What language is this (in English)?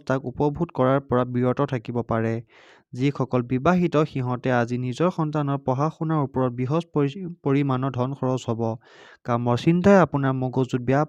Assamese